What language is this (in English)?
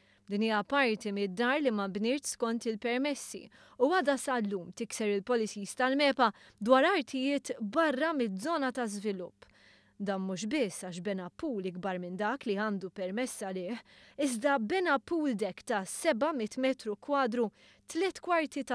Maltese